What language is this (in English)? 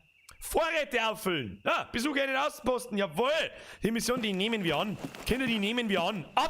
Bavarian